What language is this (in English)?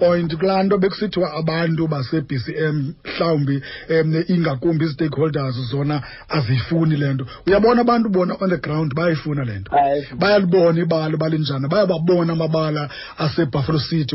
Xhosa